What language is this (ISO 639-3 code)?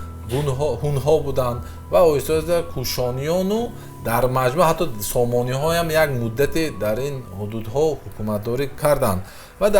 tgk